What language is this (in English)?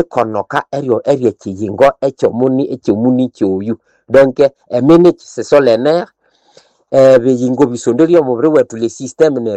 Nande